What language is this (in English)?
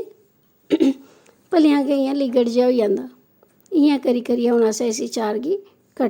Dogri